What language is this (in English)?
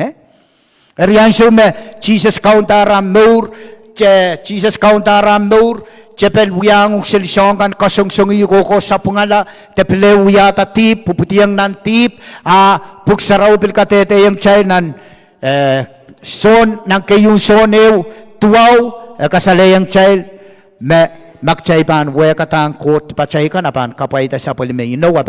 Pohnpeian